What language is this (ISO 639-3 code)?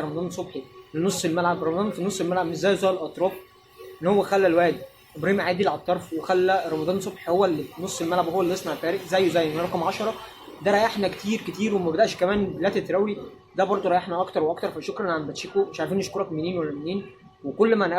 arz